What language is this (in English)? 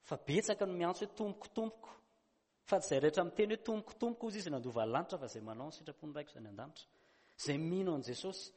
Malagasy